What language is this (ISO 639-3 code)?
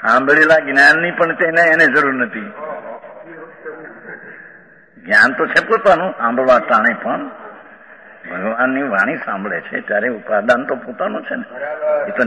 guj